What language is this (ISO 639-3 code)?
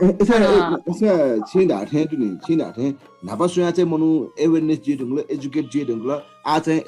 new